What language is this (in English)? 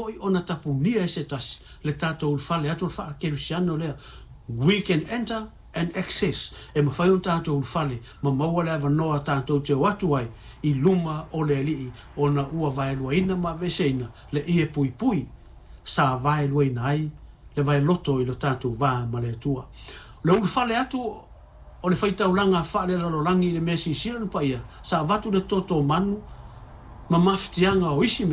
Samoan